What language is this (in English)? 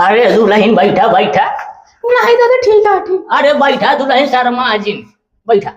Awadhi